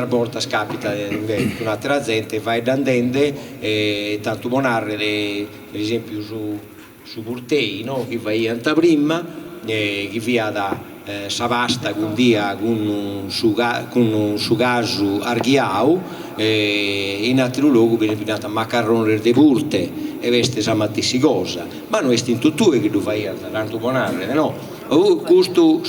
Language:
Sardinian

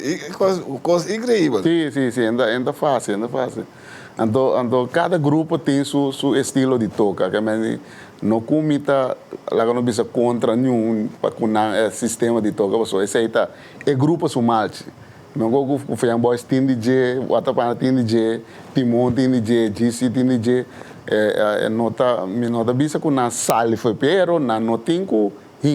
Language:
Papiamento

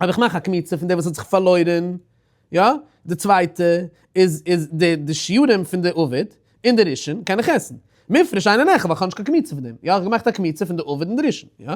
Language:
Yiddish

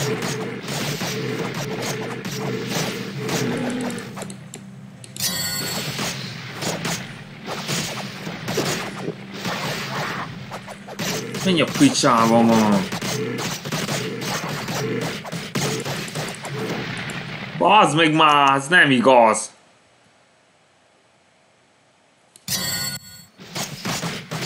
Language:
Hungarian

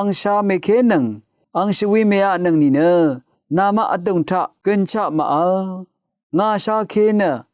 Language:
Rawang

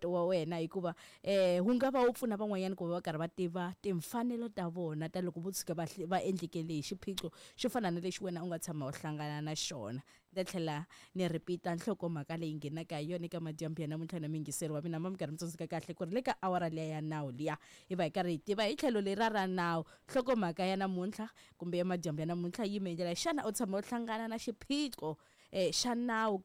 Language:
Tsonga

